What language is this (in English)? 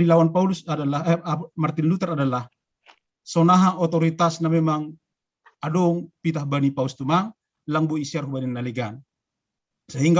Batak Simalungun